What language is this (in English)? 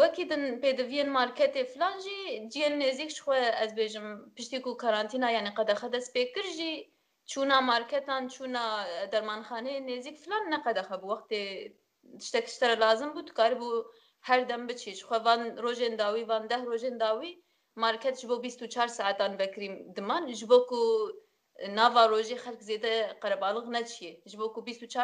Kurdish